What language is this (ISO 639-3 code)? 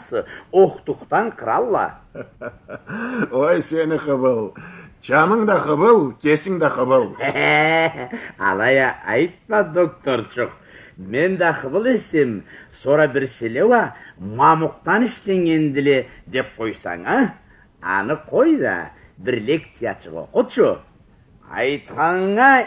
krc